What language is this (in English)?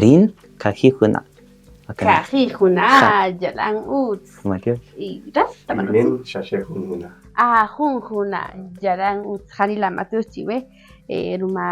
Kaqchikel